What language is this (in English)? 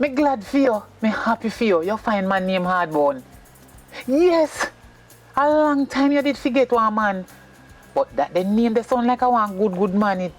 Jamaican Creole English